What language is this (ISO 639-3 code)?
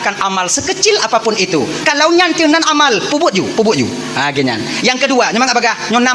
ace